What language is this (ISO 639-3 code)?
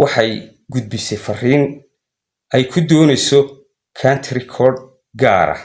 som